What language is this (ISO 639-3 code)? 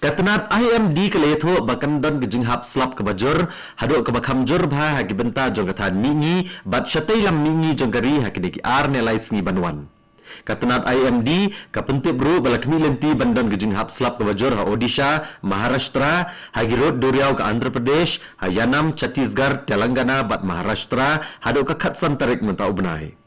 kha